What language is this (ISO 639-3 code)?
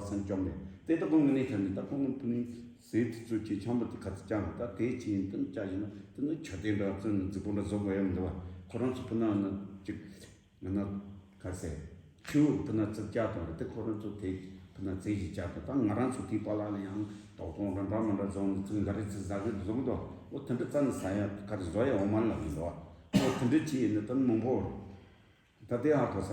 bod